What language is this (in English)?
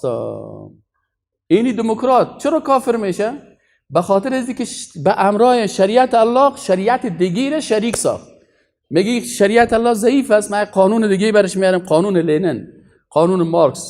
Persian